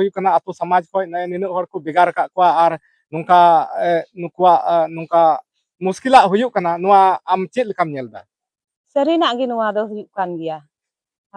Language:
Santali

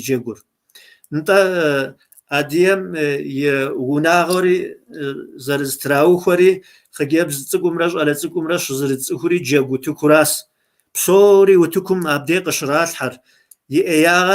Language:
Kabardian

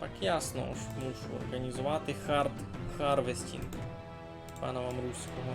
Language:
Rusyn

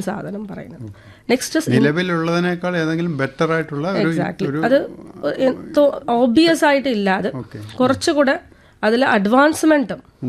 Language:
Malayalam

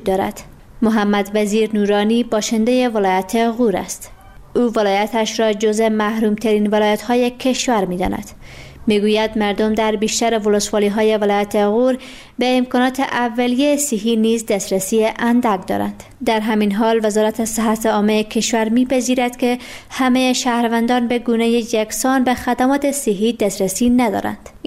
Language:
Persian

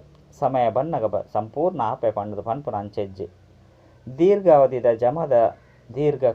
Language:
Tulu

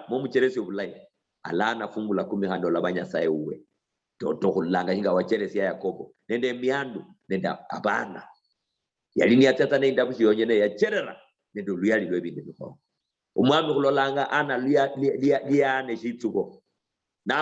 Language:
Luyia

